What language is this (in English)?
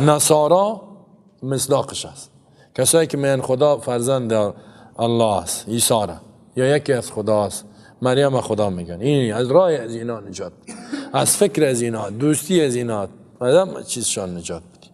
Persian